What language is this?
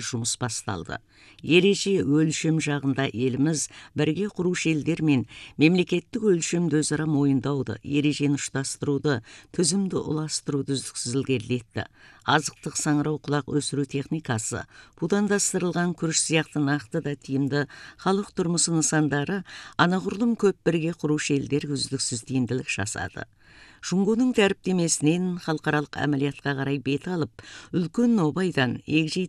Kazakh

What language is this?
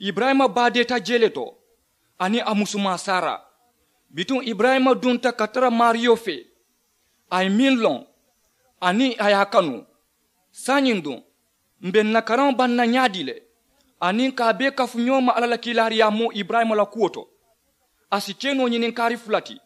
Mandingo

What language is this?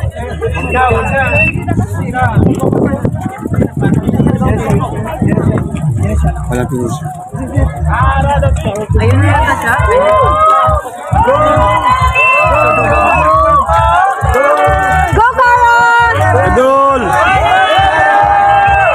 Filipino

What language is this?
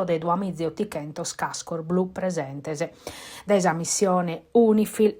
Sardinian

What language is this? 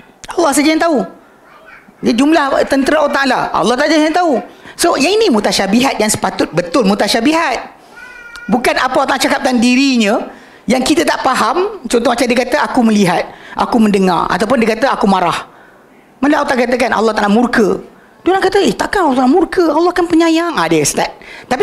Malay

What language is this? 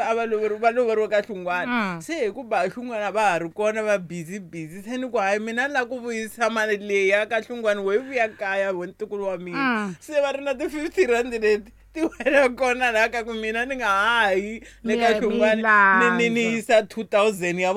Tsonga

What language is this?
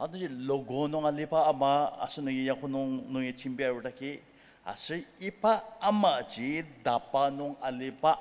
Ao Naga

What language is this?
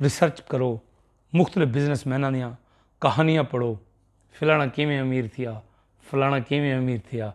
Saraiki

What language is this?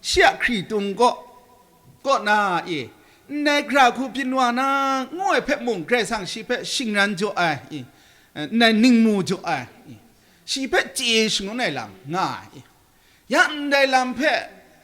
Kachin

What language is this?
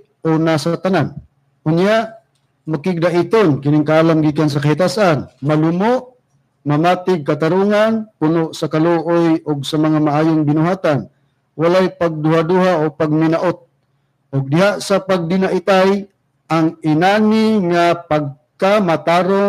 Cebuano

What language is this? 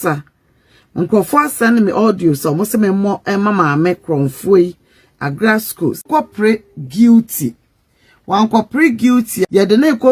Akan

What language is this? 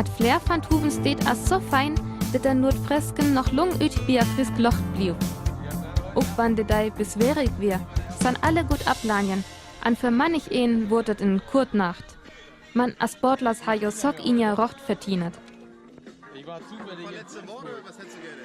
Northern Frisian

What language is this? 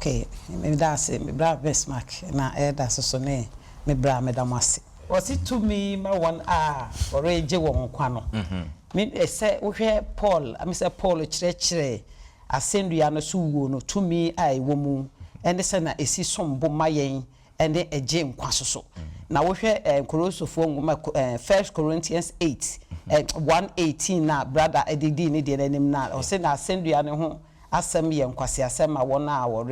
Akan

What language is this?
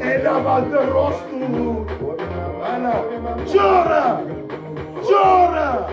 Kabuverdianu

